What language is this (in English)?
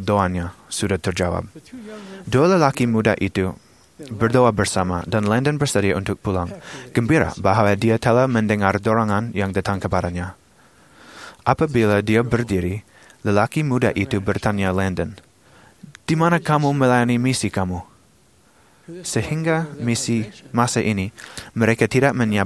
Malay